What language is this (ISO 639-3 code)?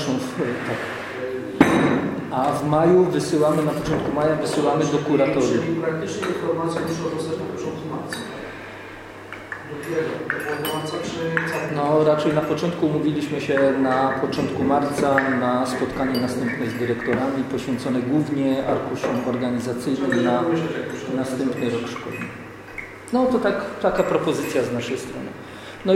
pol